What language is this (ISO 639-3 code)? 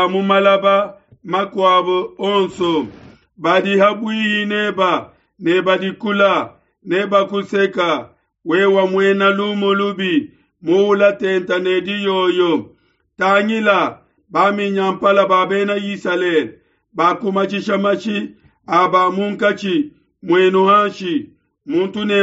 lua